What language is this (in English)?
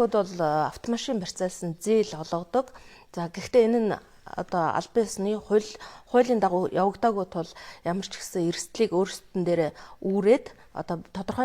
Mongolian